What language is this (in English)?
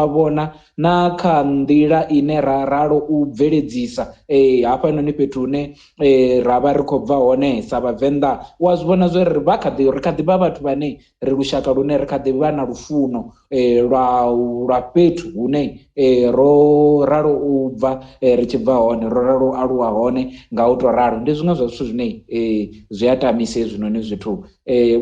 Venda